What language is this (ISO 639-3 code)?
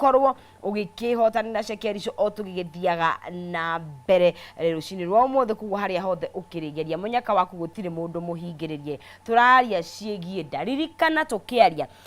kik